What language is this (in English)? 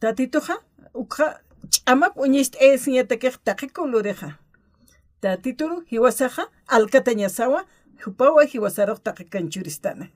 Aymara